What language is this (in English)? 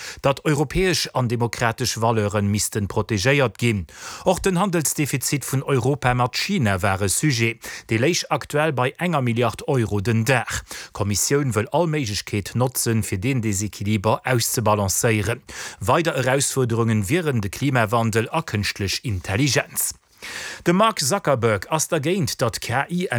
Luxembourgish